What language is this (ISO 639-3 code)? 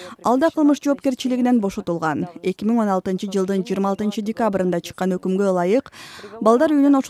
kir